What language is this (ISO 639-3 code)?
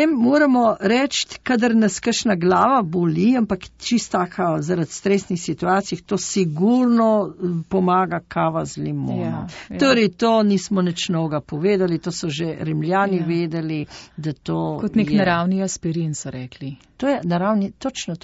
slv